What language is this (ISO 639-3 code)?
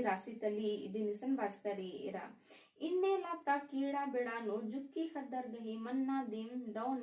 kru